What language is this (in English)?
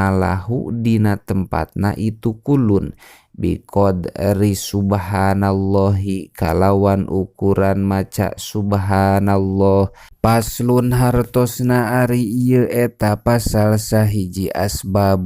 Sundanese